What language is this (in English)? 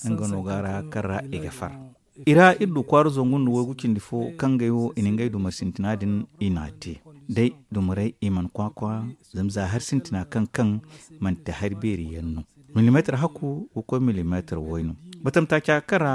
Zarma